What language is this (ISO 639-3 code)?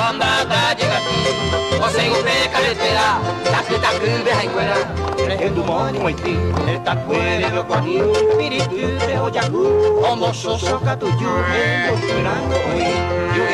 grn